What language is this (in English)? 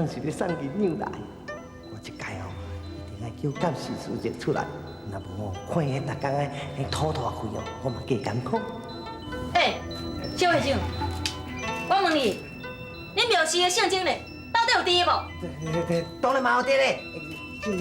Min Nan Chinese